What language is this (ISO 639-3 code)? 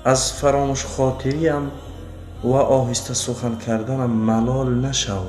tgk